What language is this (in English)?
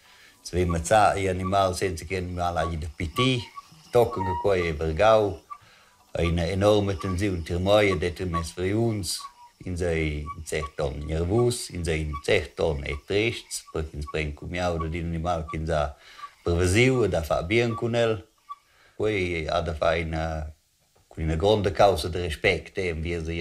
Romansh